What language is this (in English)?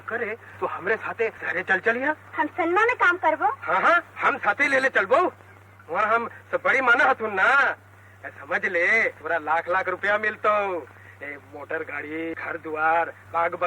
Magahi